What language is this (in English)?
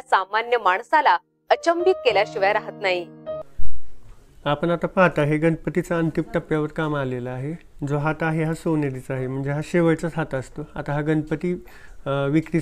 Marathi